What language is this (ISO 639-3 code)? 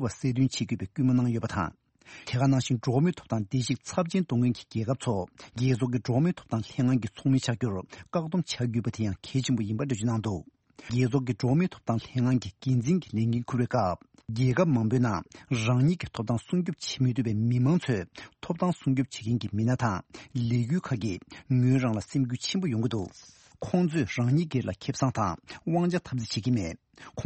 bod